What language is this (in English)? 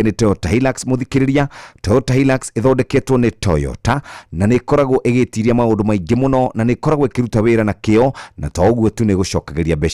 Kikuyu